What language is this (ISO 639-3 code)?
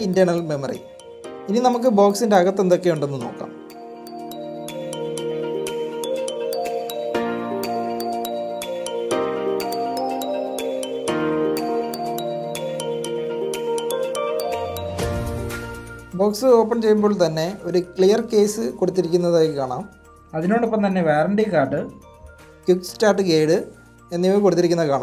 mal